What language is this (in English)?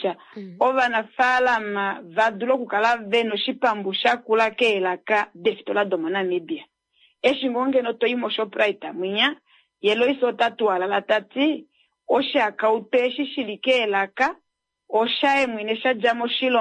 Kuanyama